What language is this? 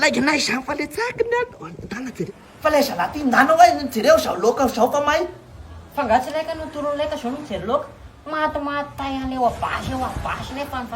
Malagasy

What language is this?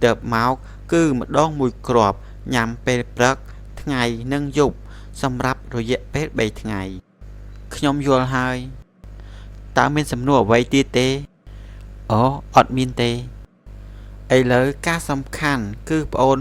Khmer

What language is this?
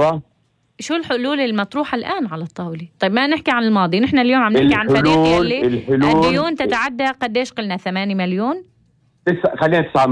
North Levantine Arabic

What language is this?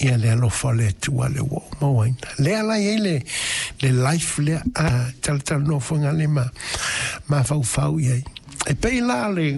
Samoan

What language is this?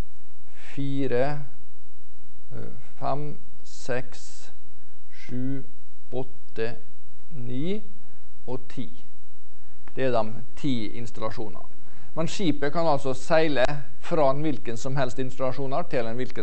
Norwegian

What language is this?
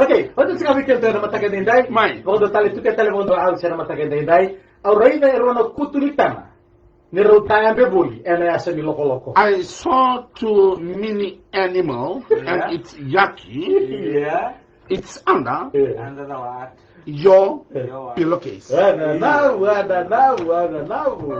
Fijian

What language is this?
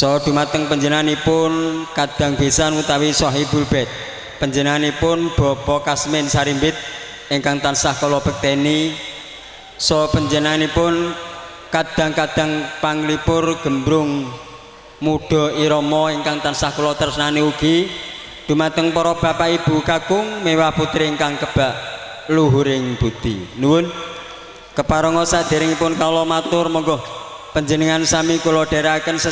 Javanese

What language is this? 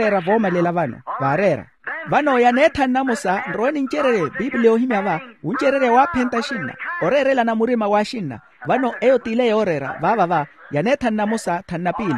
Makhuwa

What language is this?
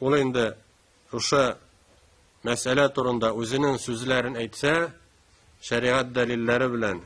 Tatar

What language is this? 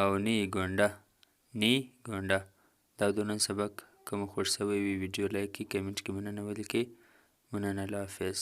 Pashto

